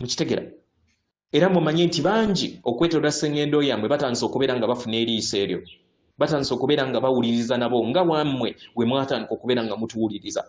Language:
Ganda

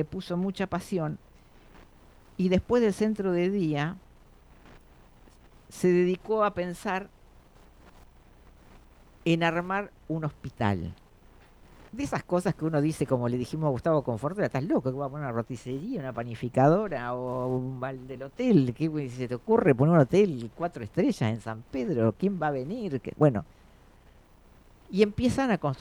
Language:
Spanish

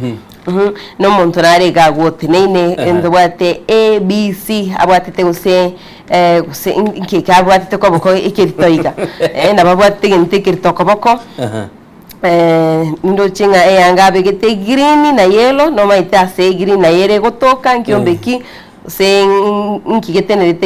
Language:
Gusii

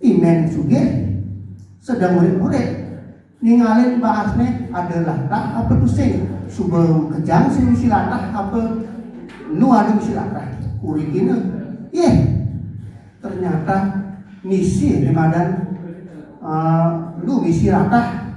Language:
Balinese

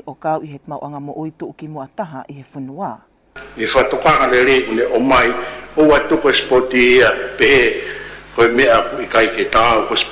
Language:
Tongan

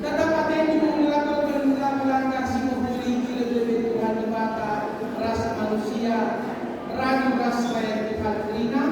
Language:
Batak Karo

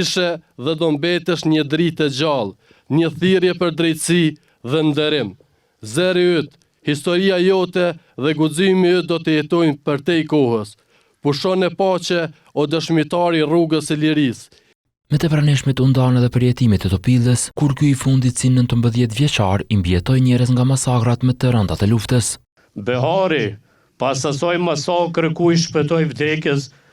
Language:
Albanian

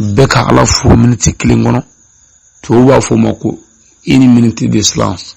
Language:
Bambara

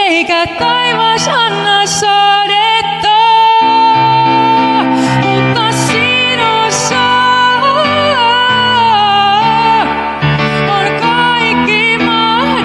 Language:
Finnish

